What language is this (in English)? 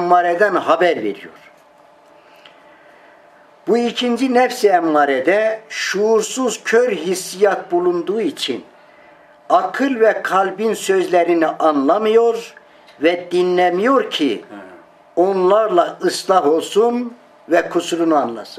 Turkish